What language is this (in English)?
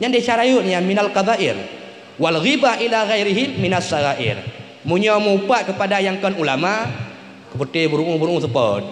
Achinese